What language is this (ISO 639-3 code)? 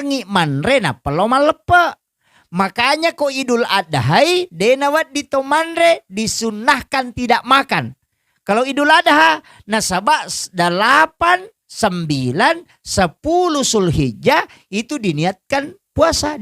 bug